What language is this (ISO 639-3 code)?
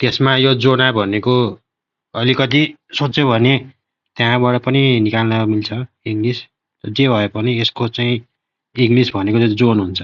nep